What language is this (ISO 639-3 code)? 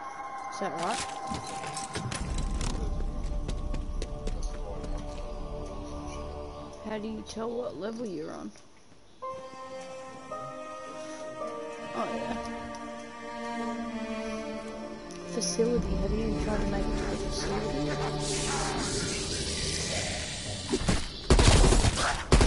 eng